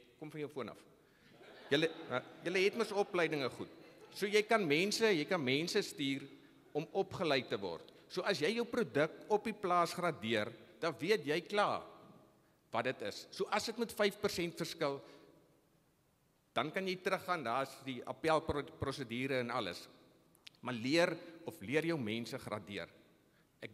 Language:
Afrikaans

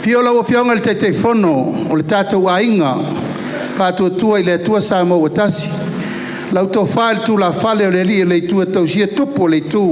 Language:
Samoan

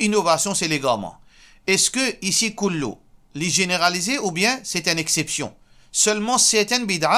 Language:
Morisyen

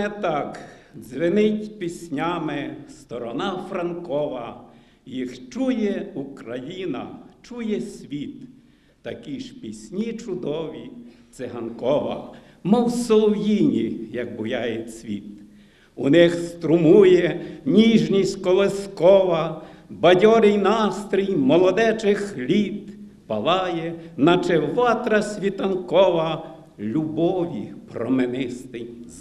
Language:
Ukrainian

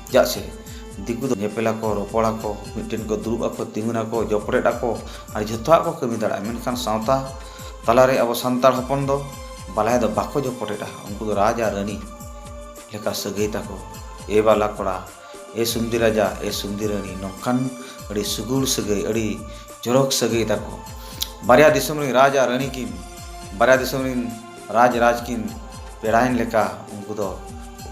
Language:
Santali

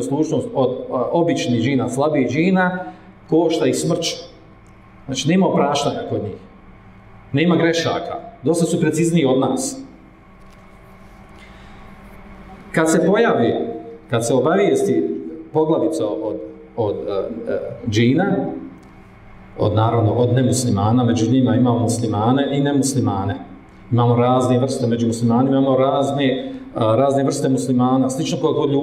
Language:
Bosnian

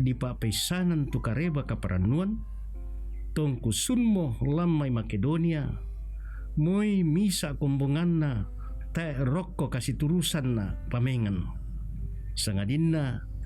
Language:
Toraja-Sa'dan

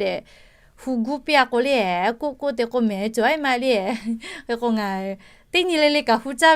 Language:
Lahu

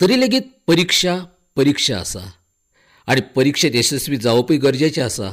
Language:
Konkani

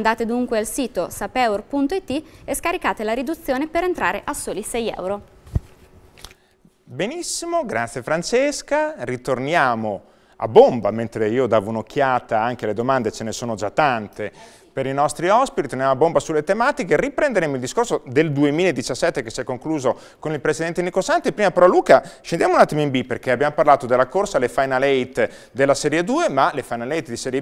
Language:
Italian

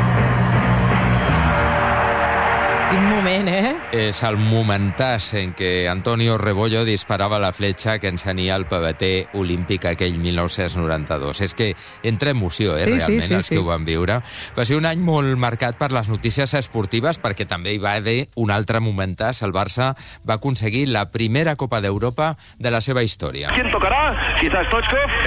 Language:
Catalan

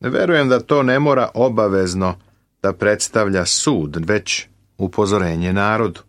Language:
Serbian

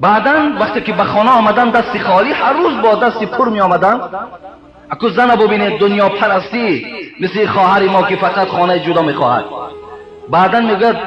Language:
Tajik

